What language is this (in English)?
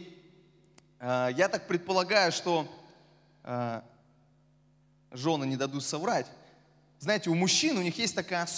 Russian